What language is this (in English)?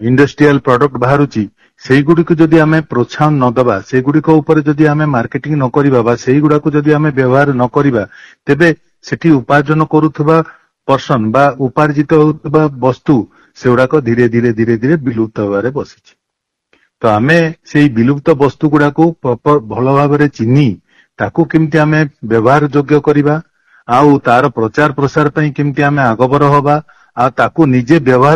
Odia